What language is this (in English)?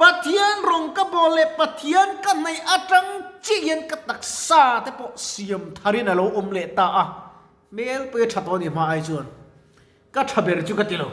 Mizo